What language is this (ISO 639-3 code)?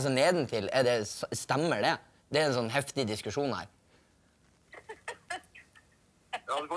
nor